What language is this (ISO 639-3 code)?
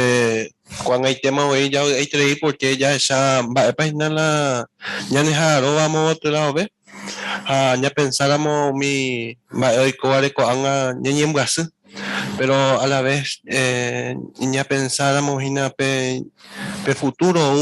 grn